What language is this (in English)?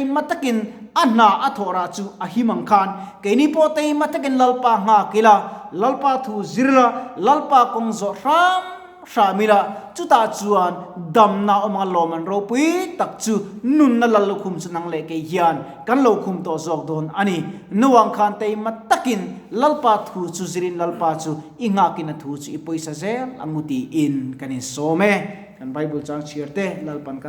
Mizo